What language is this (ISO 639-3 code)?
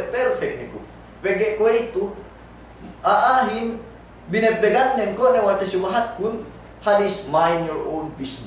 yka